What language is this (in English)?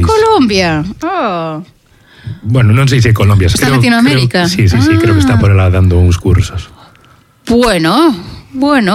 Galician